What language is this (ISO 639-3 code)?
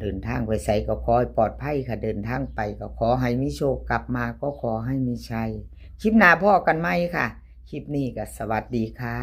tts